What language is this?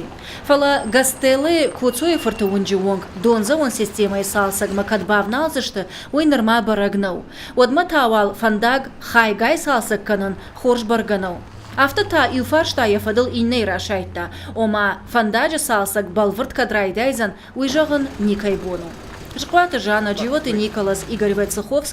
Ossetic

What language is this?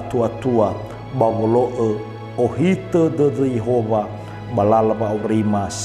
Nias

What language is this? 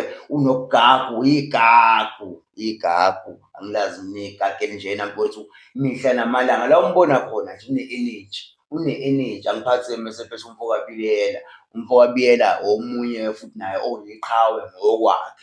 Zulu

